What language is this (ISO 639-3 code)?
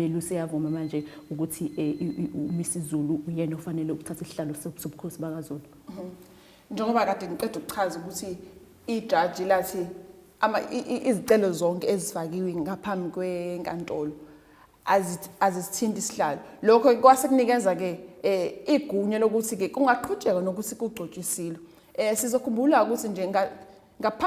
zul